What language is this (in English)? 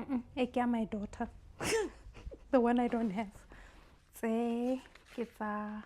Tswana